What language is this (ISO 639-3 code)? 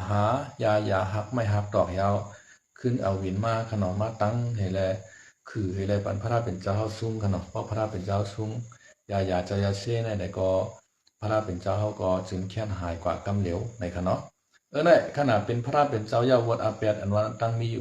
shn